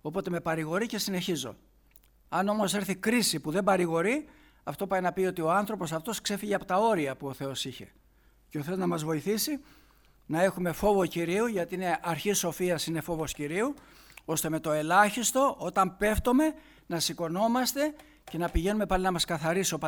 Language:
Greek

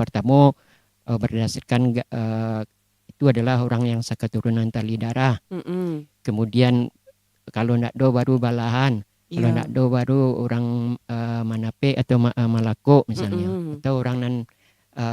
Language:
Minangkabau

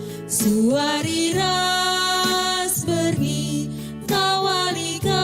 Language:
Batak Karo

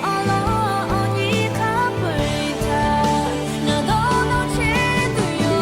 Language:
Lahu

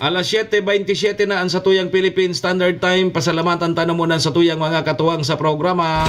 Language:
Bikol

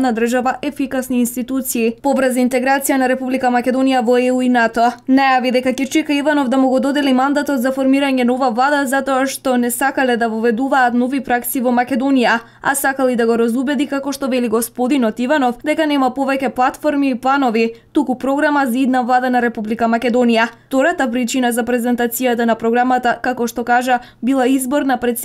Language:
Macedonian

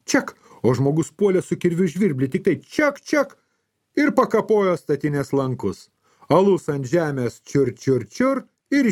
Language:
Lithuanian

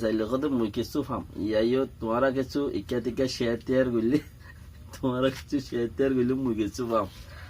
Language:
Rohingya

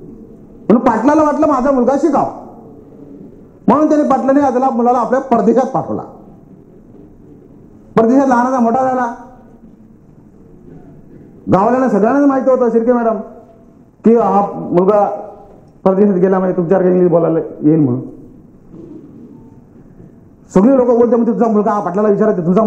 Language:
Marathi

